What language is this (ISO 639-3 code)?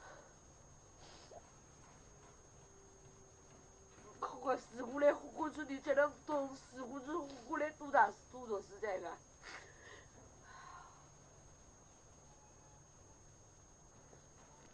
zho